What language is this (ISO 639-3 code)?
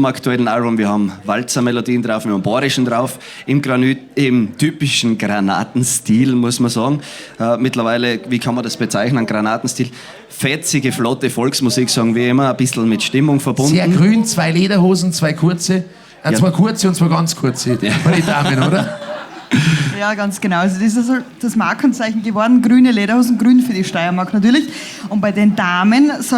bar